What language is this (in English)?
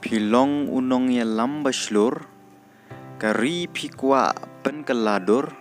Khasi